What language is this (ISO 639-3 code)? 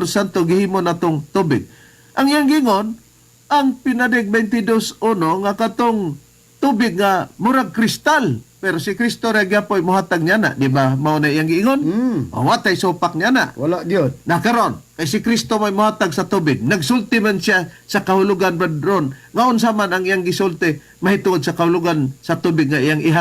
ceb